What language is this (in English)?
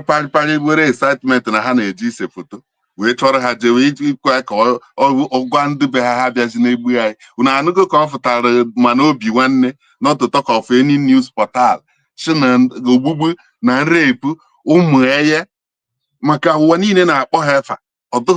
Igbo